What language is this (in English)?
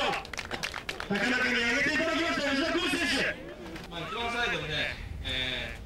Japanese